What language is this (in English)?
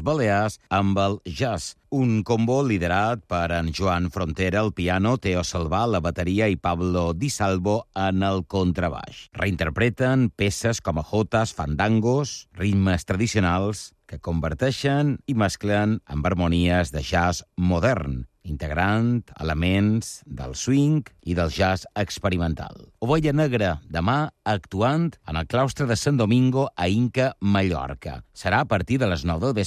Catalan